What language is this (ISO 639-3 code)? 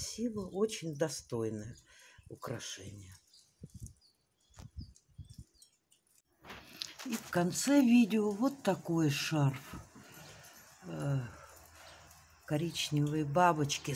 rus